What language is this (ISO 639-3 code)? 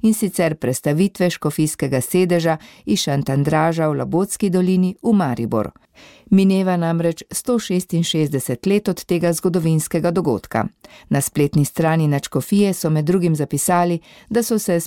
slv